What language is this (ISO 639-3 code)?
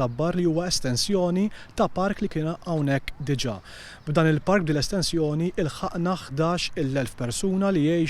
mlt